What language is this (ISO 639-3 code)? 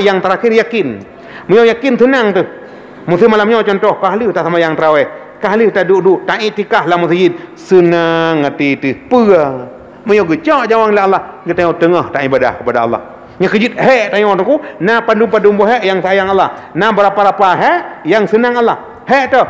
ace